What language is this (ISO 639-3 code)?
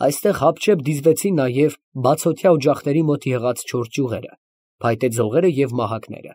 hye